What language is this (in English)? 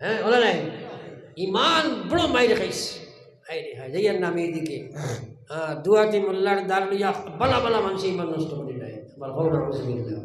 Sylheti